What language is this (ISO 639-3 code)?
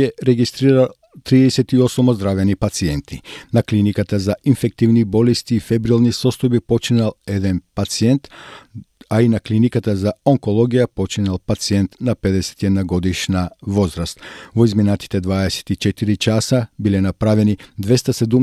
mkd